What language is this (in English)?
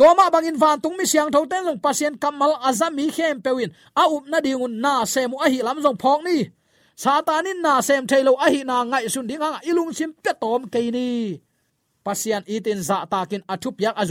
Tedim Chin